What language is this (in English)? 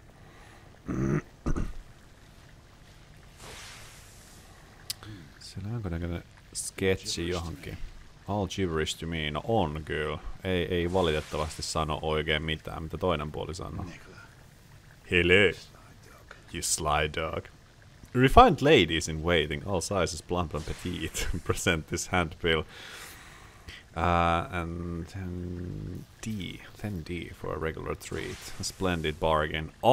Finnish